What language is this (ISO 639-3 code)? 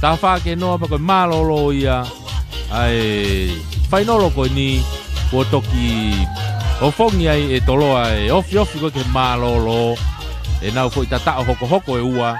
ton